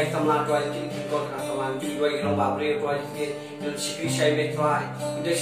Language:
Khasi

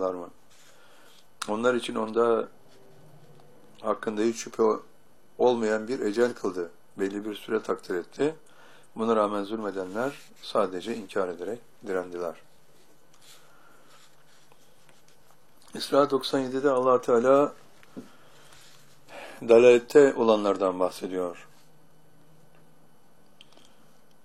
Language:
Turkish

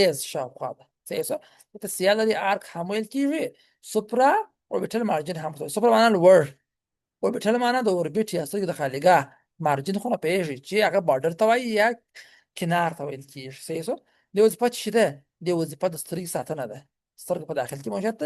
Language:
Pashto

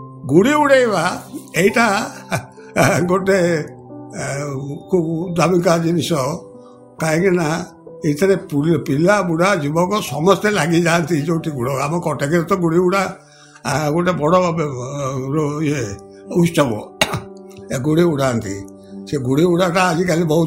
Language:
Odia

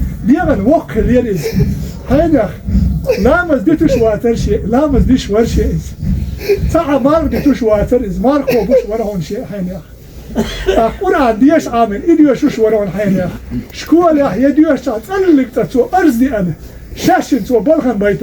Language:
Ingush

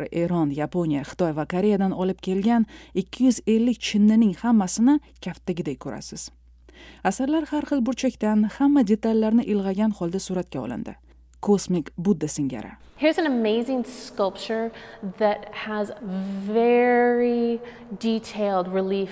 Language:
Uzbek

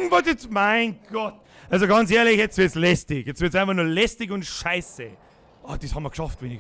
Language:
Bavarian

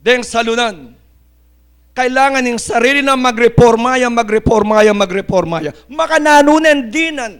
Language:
Pampanga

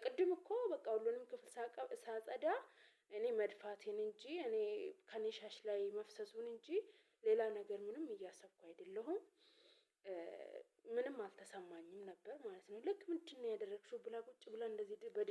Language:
Amharic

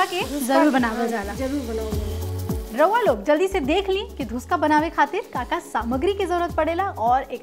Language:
Bhojpuri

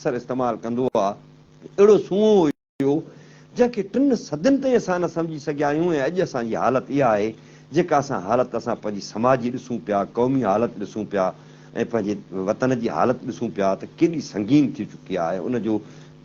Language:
Sindhi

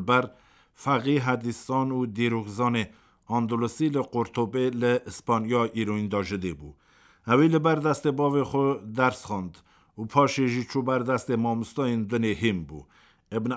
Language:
Kurdish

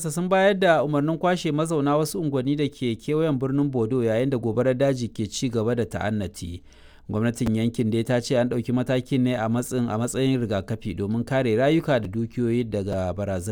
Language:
Hausa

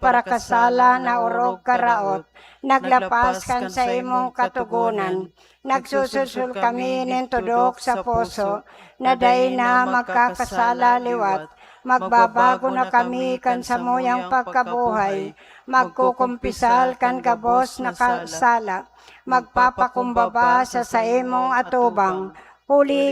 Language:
Bikol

